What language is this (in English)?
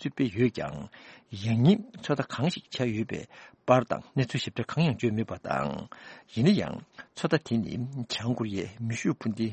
Tibetan